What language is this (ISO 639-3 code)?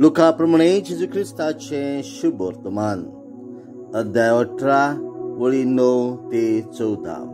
kok